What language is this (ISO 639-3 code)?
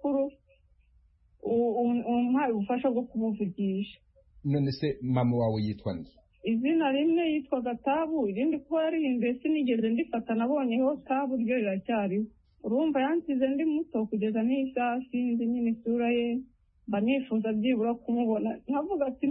kin